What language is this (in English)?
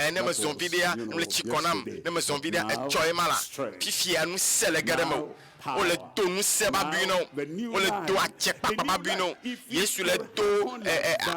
Ewe